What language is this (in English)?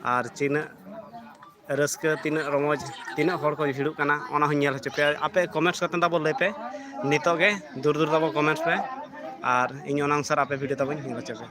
Santali